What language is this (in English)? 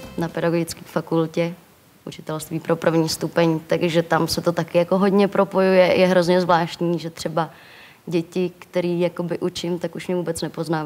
Czech